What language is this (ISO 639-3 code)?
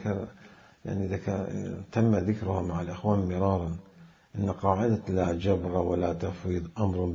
acm